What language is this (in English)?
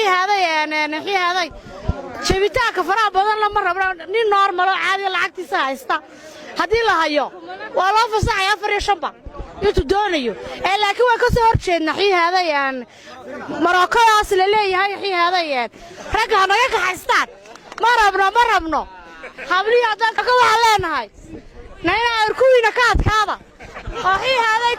Somali